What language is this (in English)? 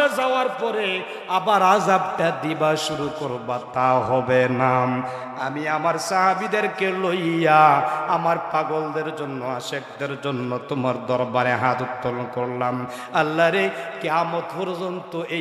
Sylheti